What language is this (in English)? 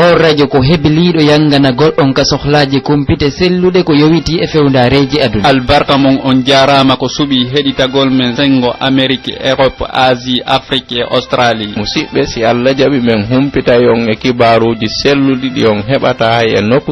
Pular